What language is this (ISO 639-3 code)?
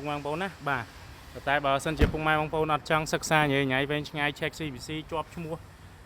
khm